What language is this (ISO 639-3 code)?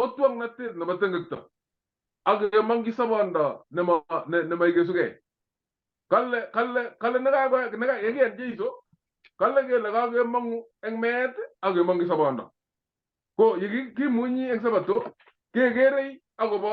kln